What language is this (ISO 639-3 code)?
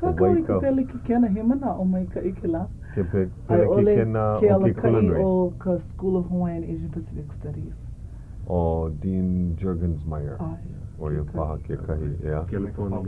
haw